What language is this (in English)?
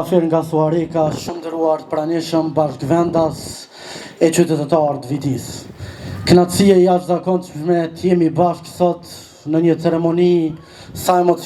Albanian